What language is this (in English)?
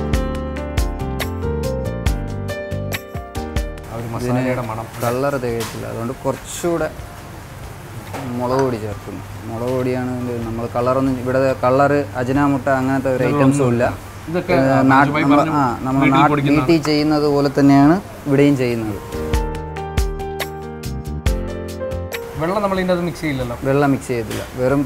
Malayalam